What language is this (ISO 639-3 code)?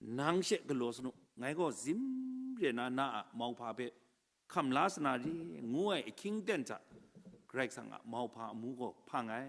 kac